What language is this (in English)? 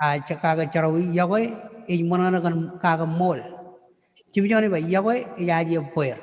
Marshallese